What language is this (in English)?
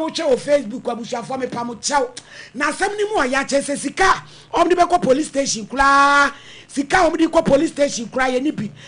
Akan